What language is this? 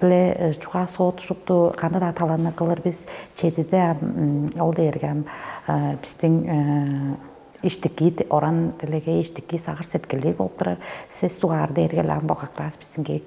Tuvinian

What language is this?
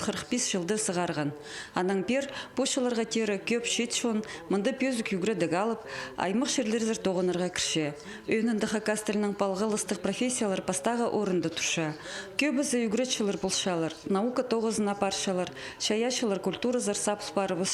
Khakas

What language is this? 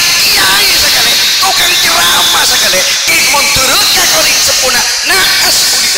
Madurese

